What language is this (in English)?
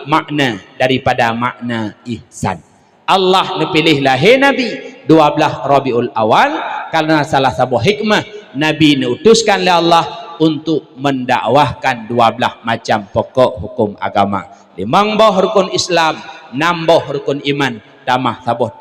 Achinese